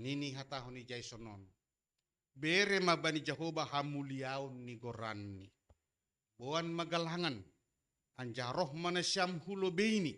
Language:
Batak Simalungun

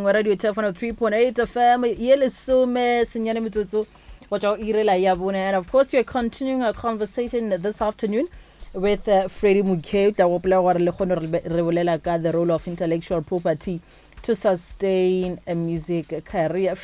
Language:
Northern Sotho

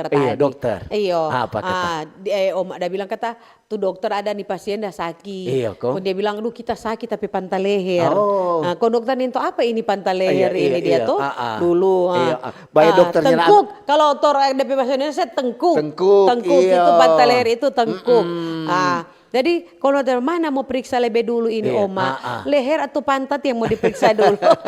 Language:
Manado Malay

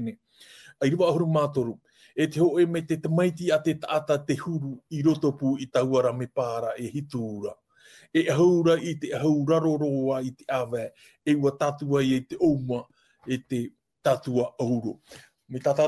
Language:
Tahitian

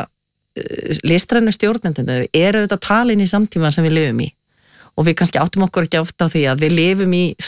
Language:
Icelandic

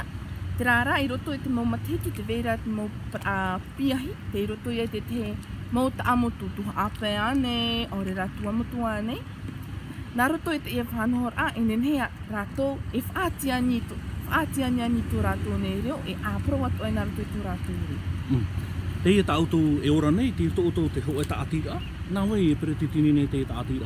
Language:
Tahitian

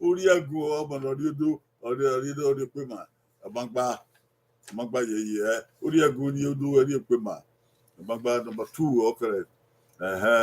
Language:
Bini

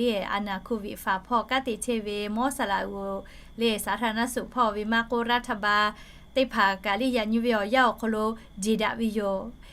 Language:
Lahu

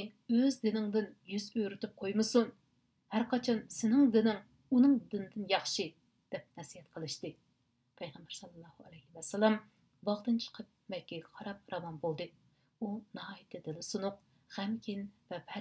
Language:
Uyghur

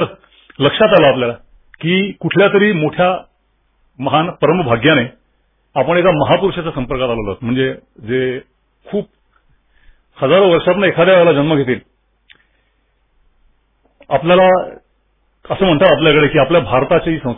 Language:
Marathi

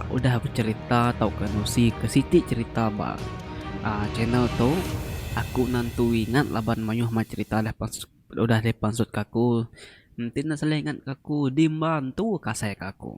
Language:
Iban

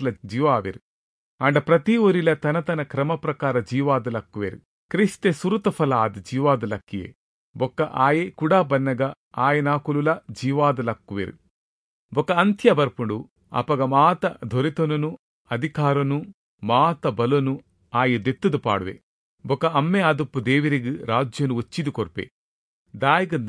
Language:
Tulu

